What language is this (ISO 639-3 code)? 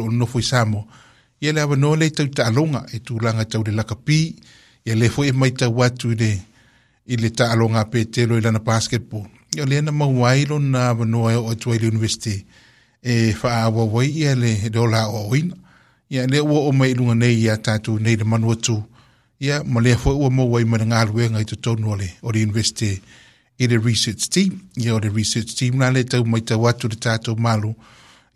smo